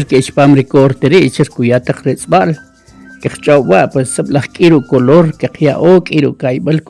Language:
Kʼicheʼ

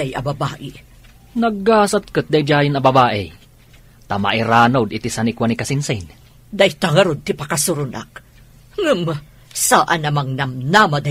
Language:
Iloko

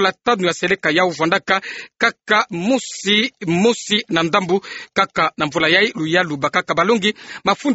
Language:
Kituba (Democratic Republic of Congo)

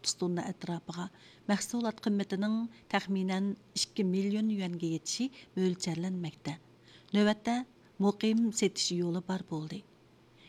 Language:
Uyghur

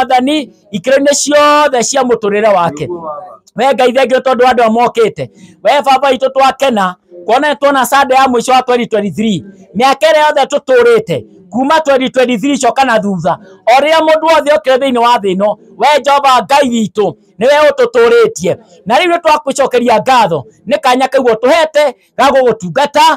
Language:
Kikuyu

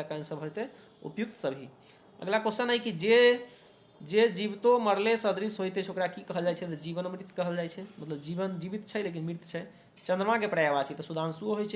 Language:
Maithili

